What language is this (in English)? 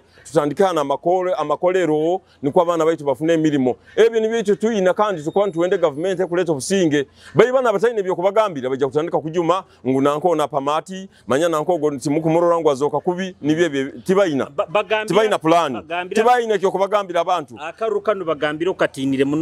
Nyoro